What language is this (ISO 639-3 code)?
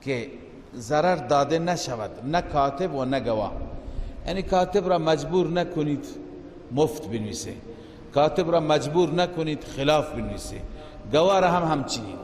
fas